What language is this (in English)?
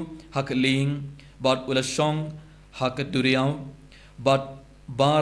Khasi